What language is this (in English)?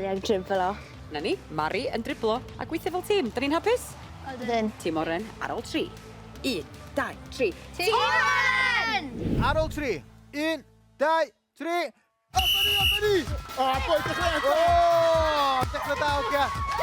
Welsh